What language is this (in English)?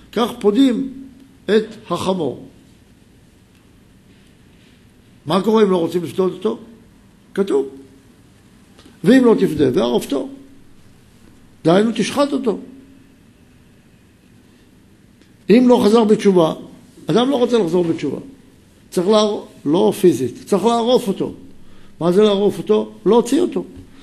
Hebrew